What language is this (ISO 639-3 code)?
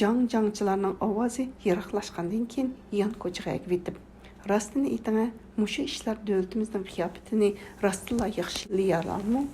uig